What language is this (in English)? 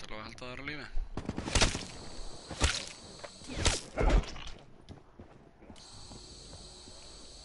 Icelandic